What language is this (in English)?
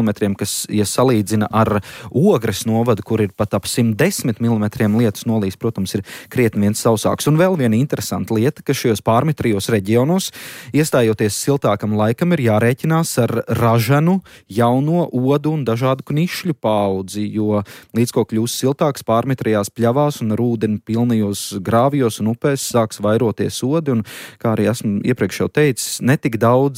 Latvian